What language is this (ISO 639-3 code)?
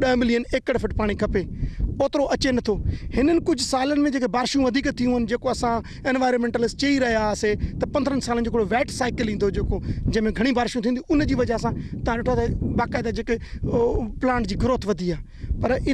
snd